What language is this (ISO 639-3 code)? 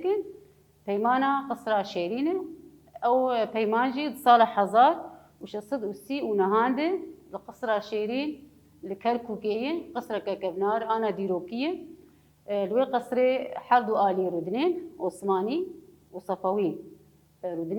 kur